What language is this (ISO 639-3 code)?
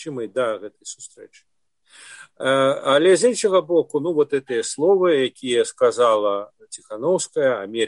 bel